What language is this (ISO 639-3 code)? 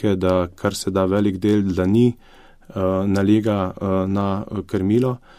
slv